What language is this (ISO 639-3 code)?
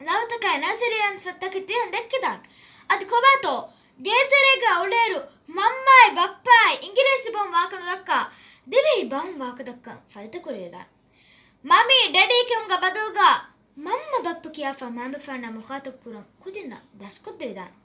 div